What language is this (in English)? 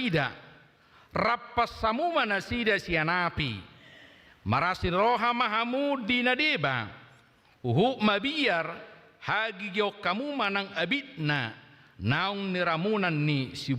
Batak Toba